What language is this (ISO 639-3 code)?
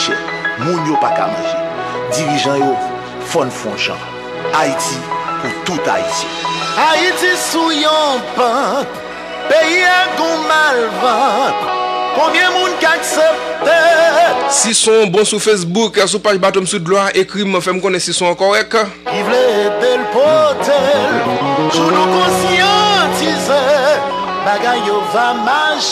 hat